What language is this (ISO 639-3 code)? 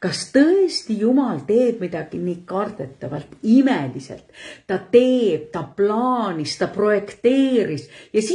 est